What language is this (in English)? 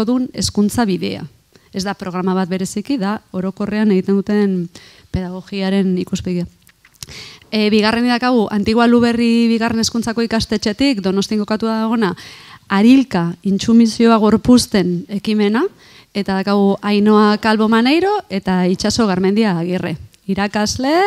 Basque